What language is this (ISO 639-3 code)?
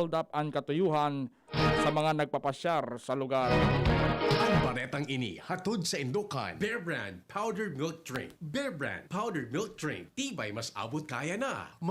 bik